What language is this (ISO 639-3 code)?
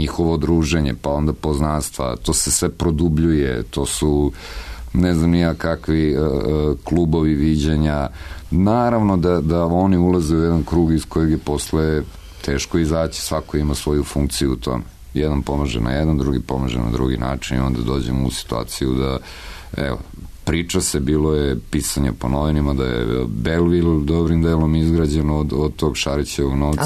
srp